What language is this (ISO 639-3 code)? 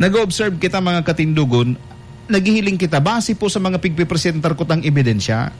bik